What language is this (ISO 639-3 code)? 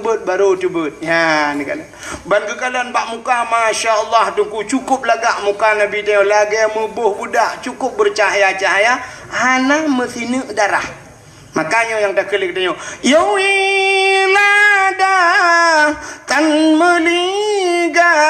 ace